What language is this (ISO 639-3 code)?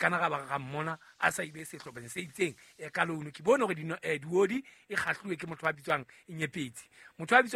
sot